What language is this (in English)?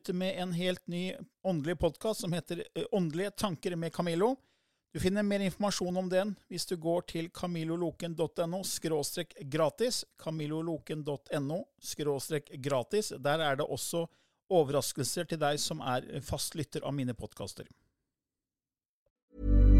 Norwegian